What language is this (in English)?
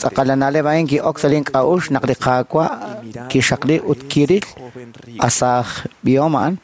Kekchí